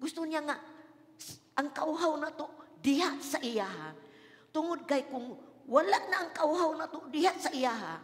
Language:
Cebuano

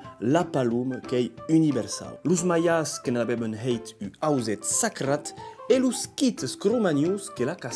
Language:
Occitan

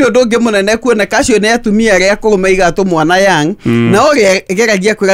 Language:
Kikuyu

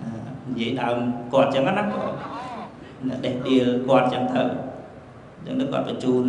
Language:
Khmer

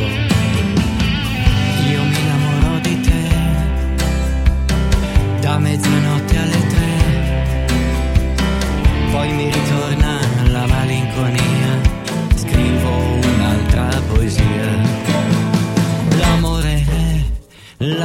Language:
Italian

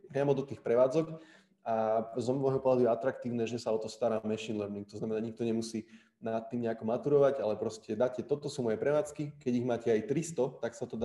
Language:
Slovak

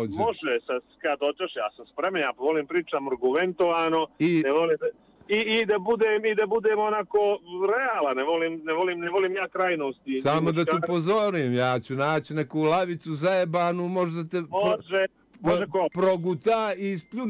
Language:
Bosnian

